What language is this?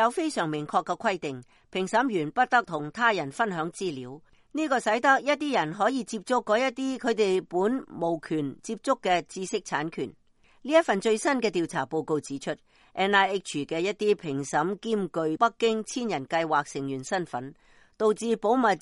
Cantonese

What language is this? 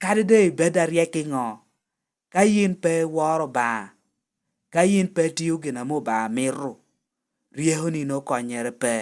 Lango (Uganda)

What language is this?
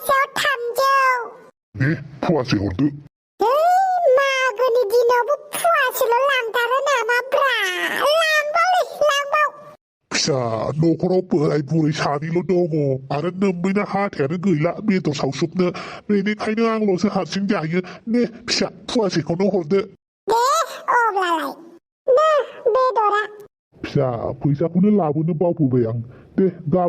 Bodo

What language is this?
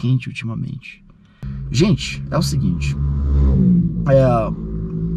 Portuguese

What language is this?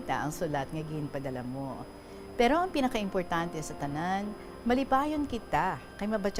Hiligaynon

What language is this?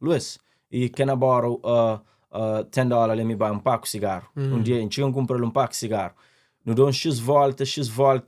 Kabuverdianu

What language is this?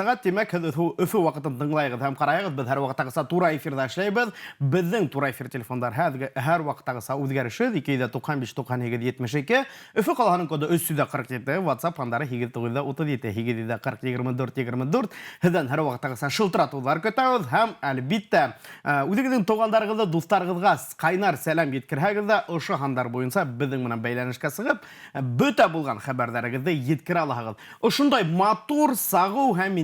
Bashkir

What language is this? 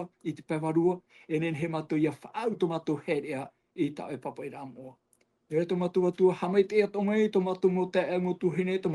Tahitian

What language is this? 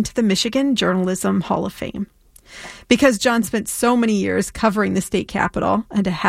English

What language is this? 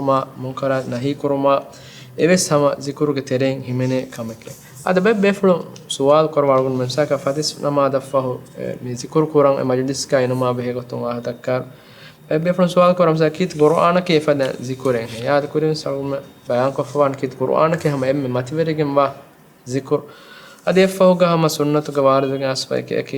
Divehi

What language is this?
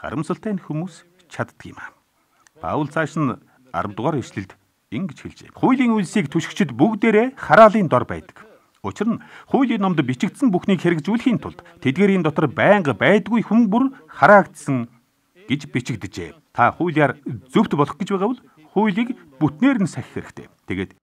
Mongolian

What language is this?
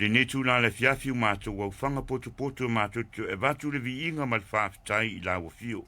Samoan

